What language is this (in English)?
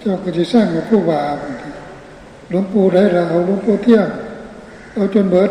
Northeastern Thai